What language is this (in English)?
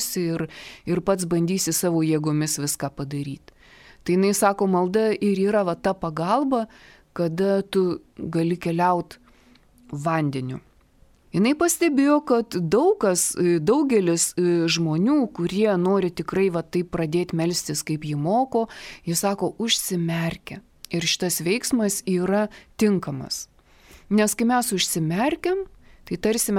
Lithuanian